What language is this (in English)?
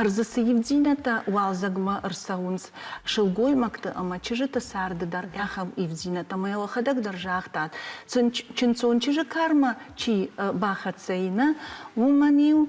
Ossetic